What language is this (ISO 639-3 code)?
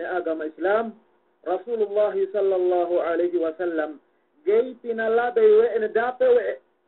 yka